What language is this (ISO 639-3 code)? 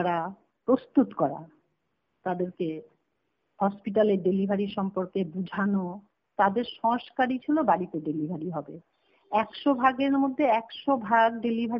ben